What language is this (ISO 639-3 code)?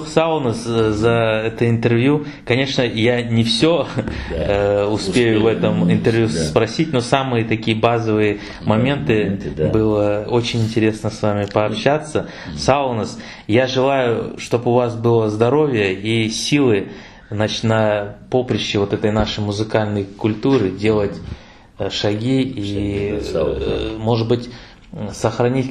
crh